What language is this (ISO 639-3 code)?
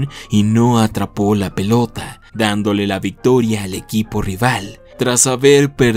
spa